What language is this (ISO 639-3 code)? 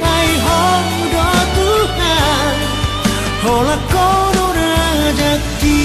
bts